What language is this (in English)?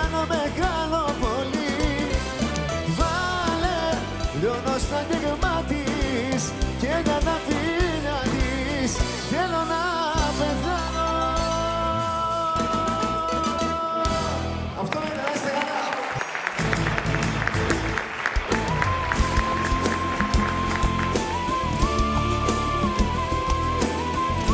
Greek